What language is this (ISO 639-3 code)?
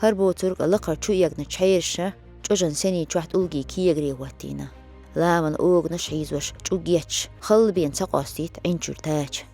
che